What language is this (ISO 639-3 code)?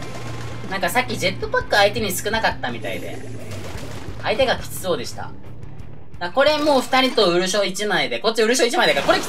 jpn